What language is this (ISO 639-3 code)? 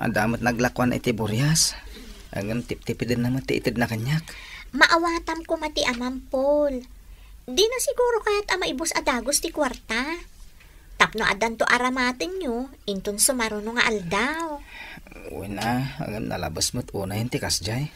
ilo